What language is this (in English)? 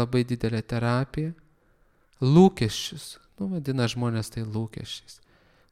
Lithuanian